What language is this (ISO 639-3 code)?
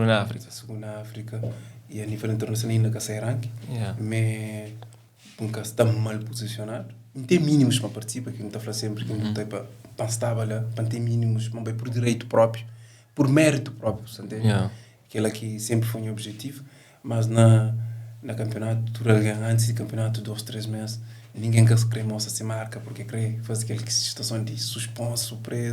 kea